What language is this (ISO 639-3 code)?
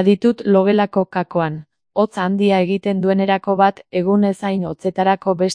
eus